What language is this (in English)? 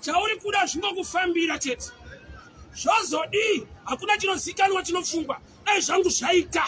Shona